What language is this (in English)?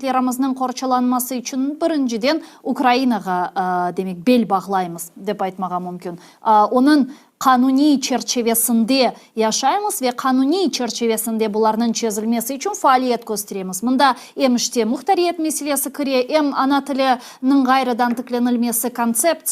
Crimean Tatar